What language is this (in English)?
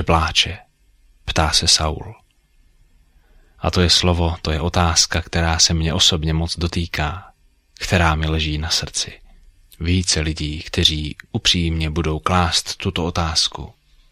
Czech